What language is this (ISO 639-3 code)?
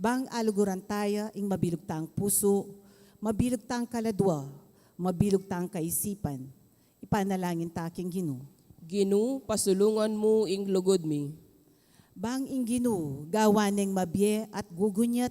pam